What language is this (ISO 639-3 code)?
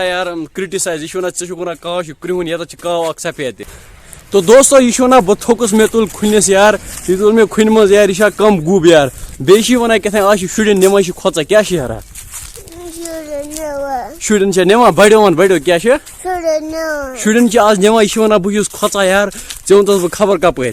kas